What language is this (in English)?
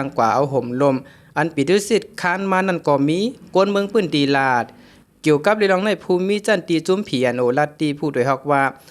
Shan